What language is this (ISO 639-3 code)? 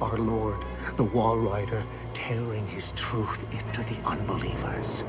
bar